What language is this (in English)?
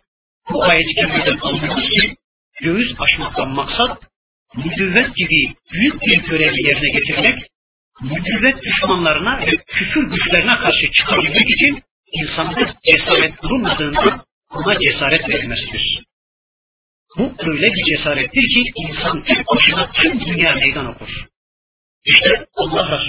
Turkish